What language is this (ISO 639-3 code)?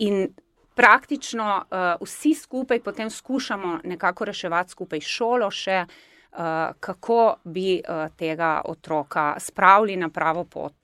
slv